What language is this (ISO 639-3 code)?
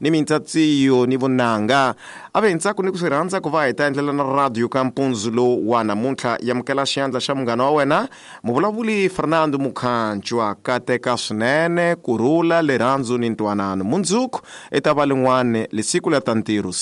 tso